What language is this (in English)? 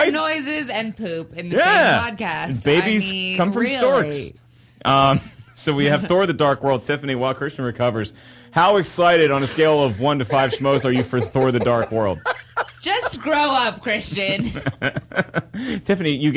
English